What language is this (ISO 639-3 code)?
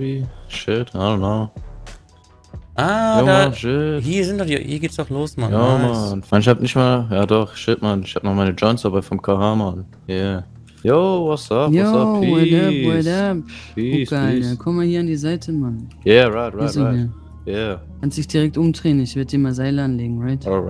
deu